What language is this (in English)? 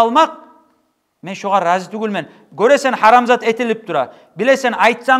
Kumyk